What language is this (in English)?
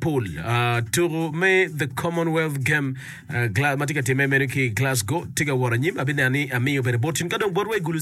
Acoli